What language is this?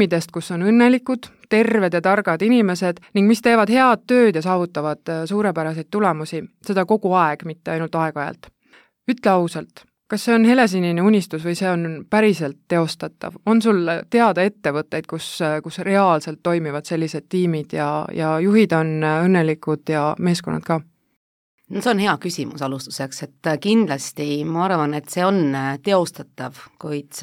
Estonian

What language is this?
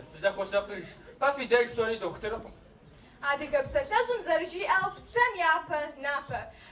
Kabardian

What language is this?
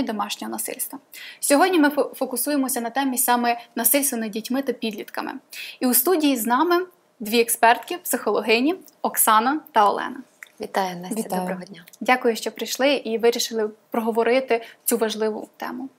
Ukrainian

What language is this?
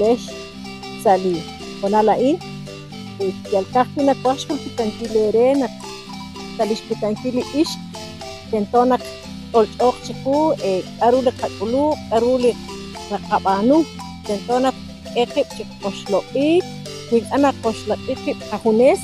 Kekchí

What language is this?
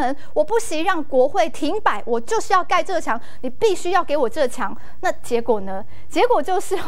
Chinese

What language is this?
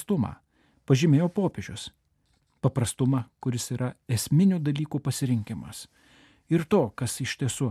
Lithuanian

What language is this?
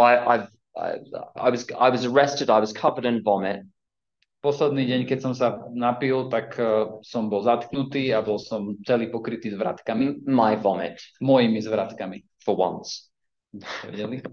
Slovak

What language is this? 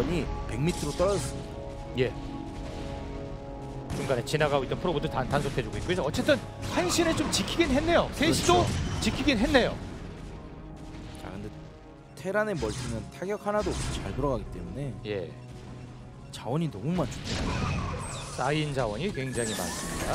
Korean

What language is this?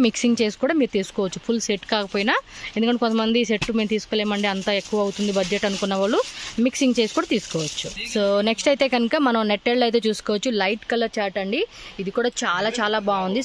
Telugu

